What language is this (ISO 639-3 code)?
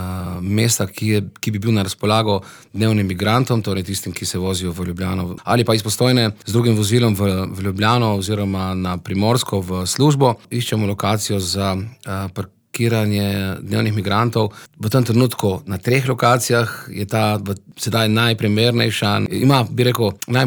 slv